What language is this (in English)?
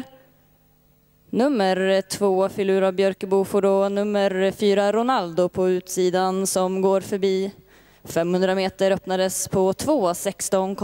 Swedish